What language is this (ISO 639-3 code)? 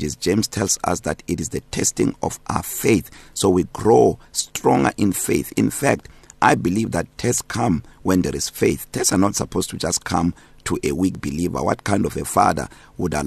eng